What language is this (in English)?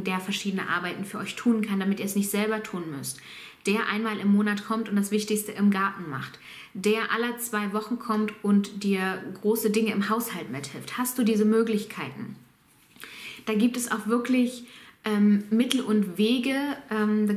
German